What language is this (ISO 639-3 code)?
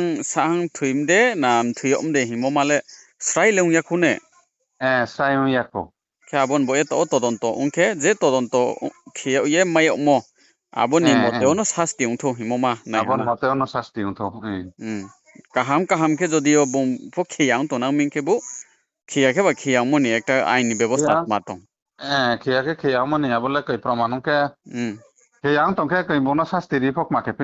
ria